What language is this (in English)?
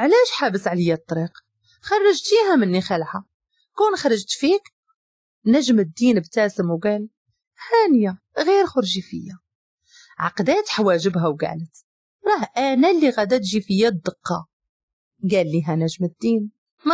Moroccan Arabic